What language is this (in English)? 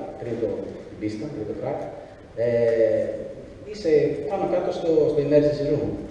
Greek